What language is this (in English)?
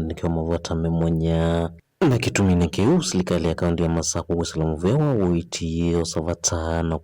Kamba